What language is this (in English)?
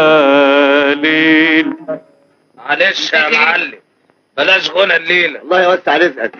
Egyptian Arabic